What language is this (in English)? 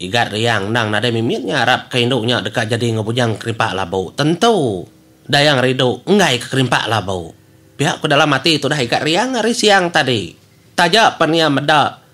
Iban